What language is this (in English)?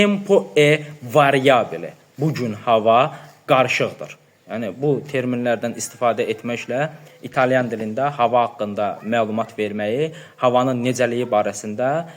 Azerbaijani